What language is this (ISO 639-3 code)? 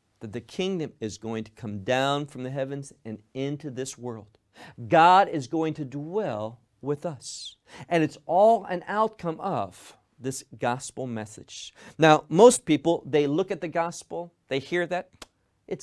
eng